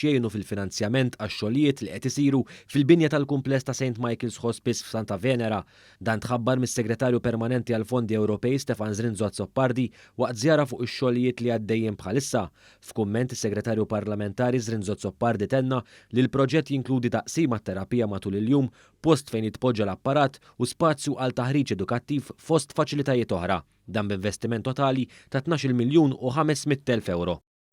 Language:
Maltese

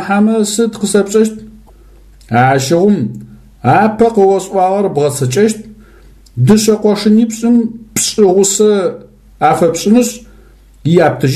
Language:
Adyghe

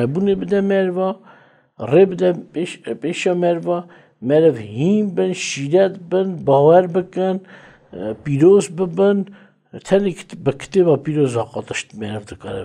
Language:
Kurdish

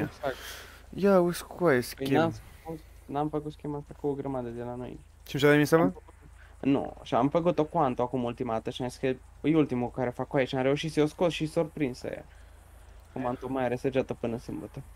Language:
Romanian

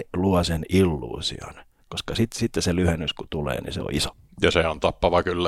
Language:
Finnish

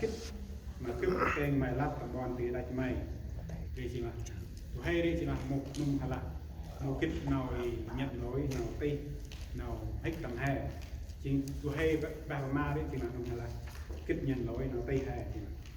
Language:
Central Mnong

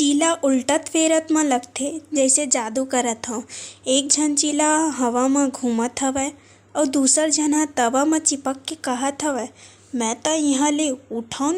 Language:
Chhattisgarhi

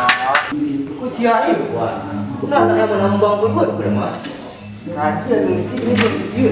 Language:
Minangkabau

